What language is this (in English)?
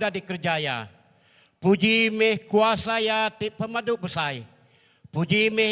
Iban